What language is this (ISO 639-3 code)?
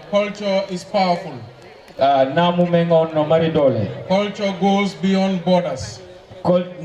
ful